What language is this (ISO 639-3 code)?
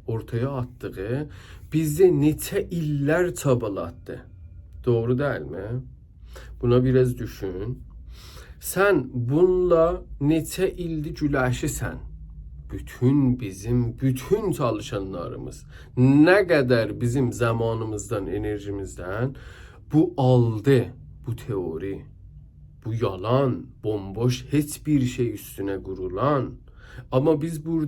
azb